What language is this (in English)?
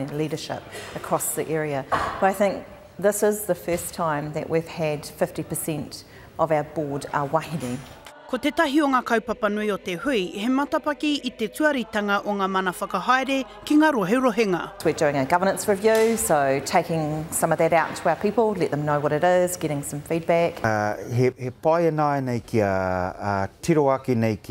Māori